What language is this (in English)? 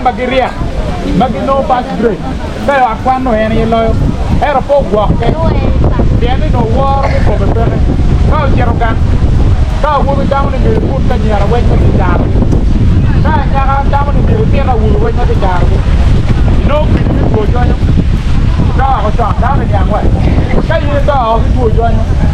Acoli